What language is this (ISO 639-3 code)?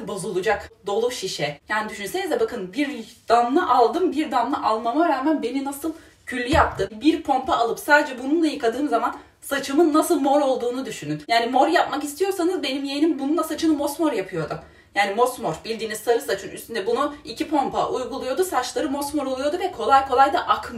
tur